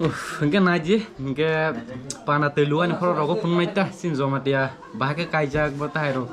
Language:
Kok Borok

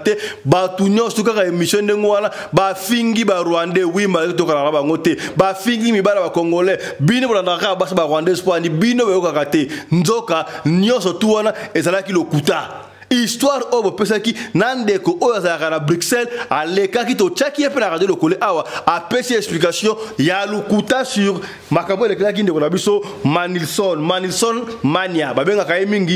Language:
Lingala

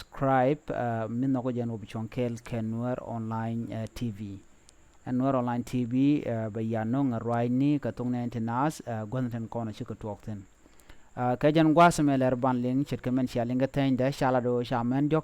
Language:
Nuer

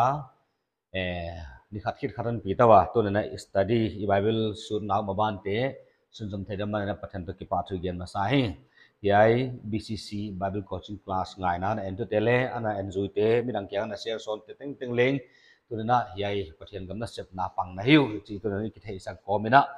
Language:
Paite Chin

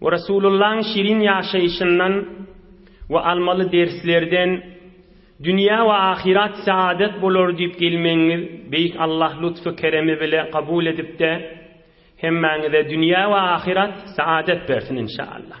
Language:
Turkmen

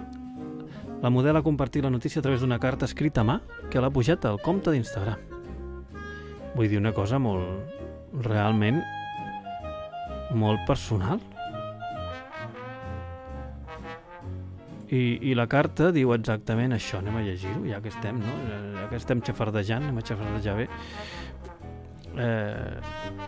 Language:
Catalan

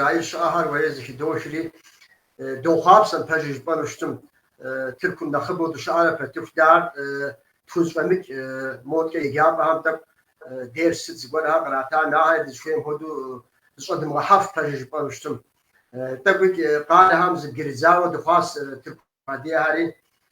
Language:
Kabardian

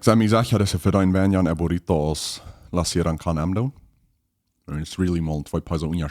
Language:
Plautdietsch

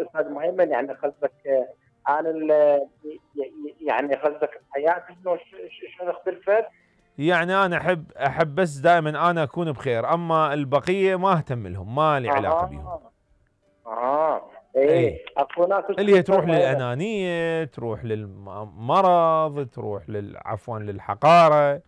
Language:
Mesopotamian Arabic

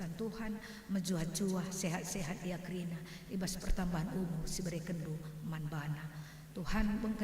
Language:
Batak Karo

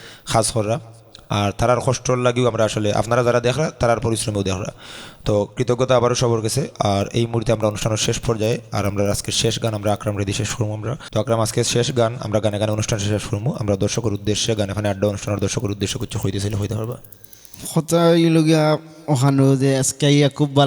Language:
Sylheti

